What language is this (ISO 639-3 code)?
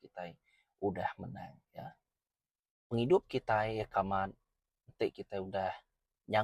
iba